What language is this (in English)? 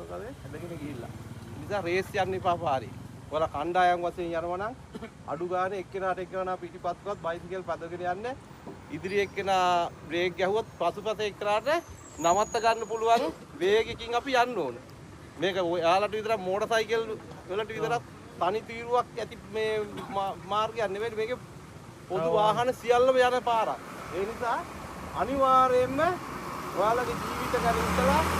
Sinhala